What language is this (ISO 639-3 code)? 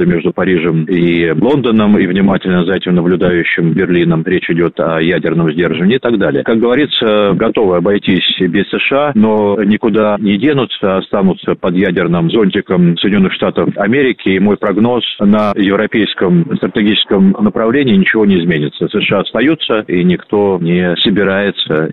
rus